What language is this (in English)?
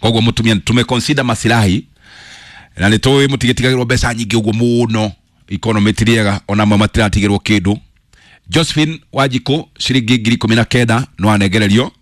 Kikuyu